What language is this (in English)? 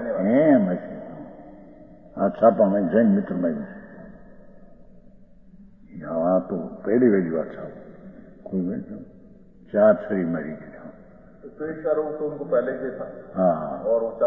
Gujarati